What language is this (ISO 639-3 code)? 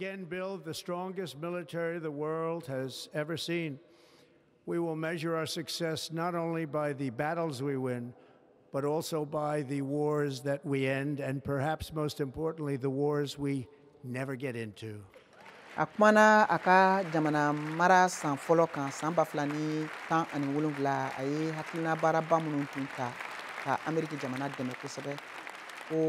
bam